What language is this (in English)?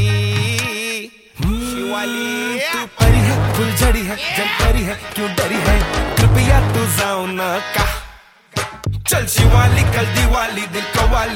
Marathi